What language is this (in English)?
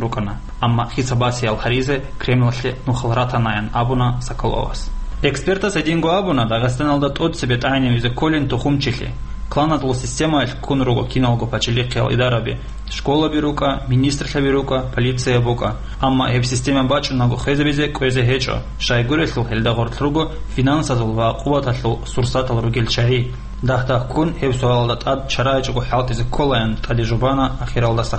Avaric